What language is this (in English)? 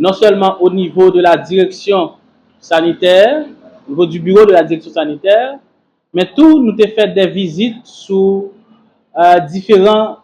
Haitian Creole